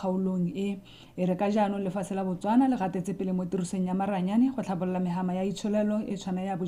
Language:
Tswana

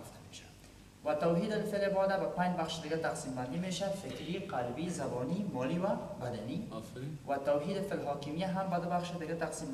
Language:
Persian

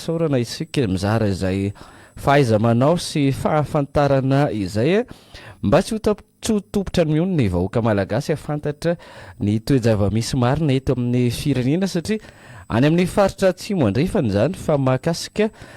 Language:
Malagasy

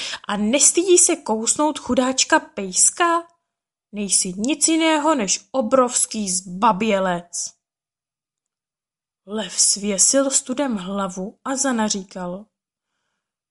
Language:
Czech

